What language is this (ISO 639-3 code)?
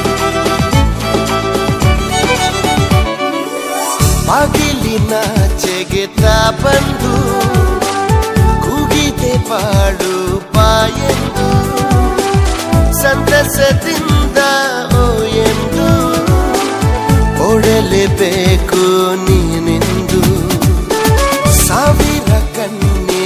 kan